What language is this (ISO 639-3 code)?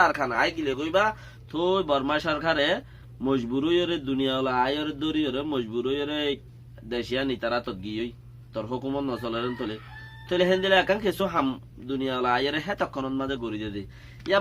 rhg